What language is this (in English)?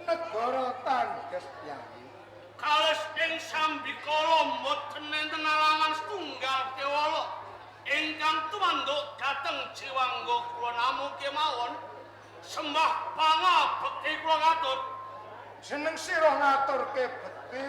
Javanese